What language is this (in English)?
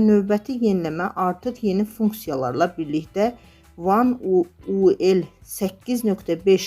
Azerbaijani